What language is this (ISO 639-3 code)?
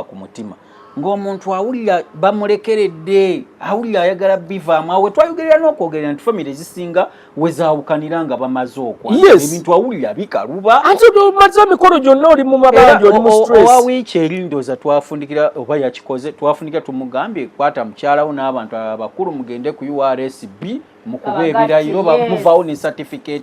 lug